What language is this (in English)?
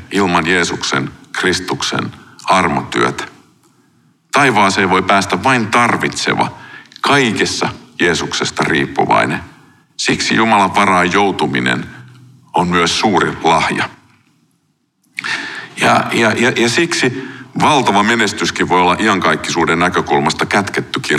Finnish